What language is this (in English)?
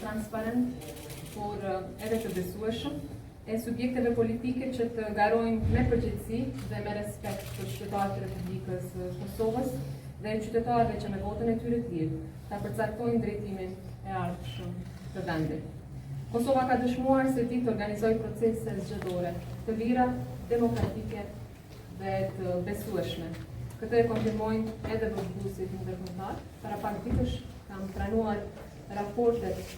Albanian